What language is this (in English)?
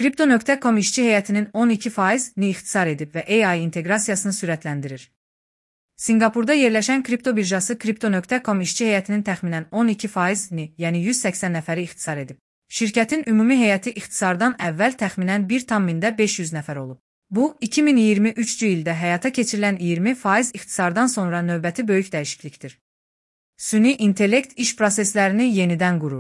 Azerbaijani